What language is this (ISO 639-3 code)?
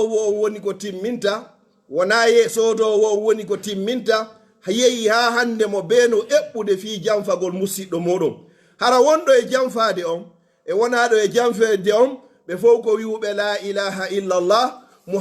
ful